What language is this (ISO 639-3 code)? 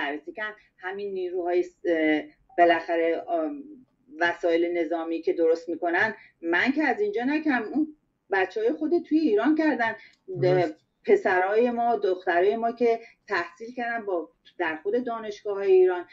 fas